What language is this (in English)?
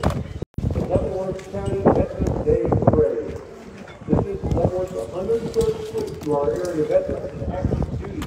English